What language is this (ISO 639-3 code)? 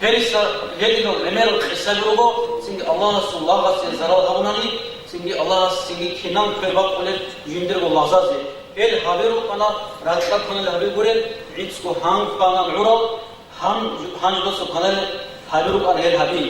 ava